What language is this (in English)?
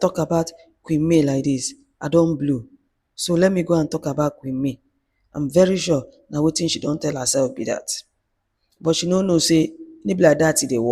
Nigerian Pidgin